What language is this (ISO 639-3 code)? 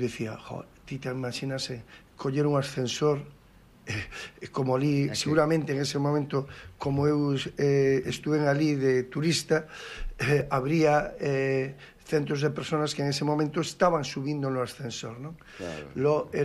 glg